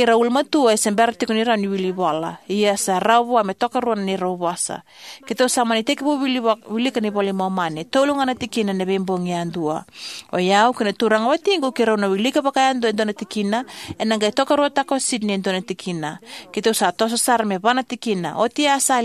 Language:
Fijian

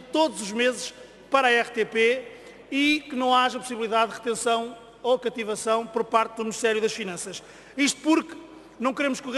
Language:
Portuguese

